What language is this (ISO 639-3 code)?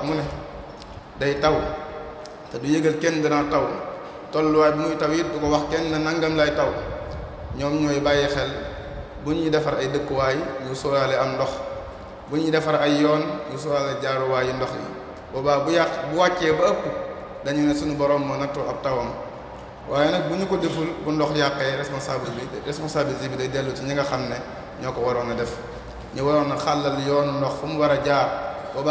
wol